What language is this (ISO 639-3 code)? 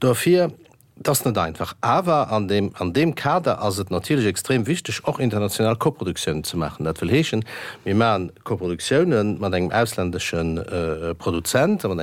ltz